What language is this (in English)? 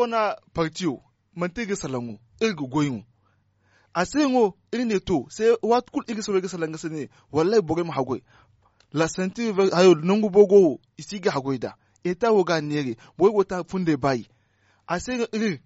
Zarma